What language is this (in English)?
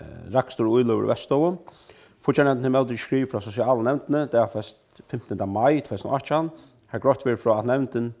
Faroese